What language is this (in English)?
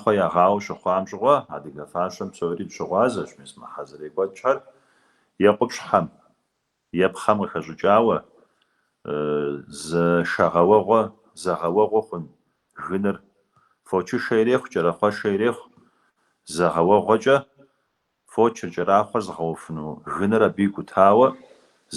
Kabardian